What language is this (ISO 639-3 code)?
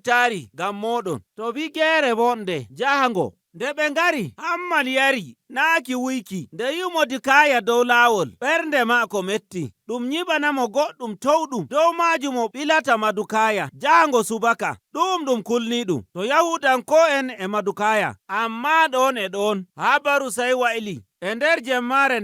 fuv